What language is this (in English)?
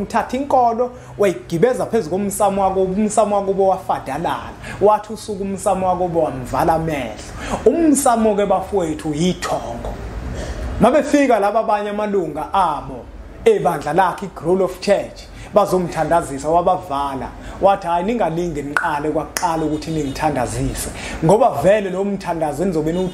Zulu